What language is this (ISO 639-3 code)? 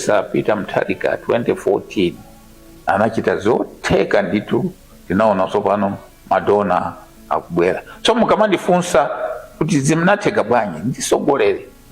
nya